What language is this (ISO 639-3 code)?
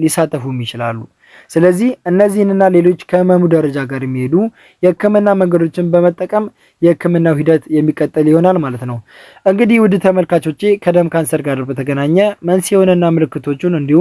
amh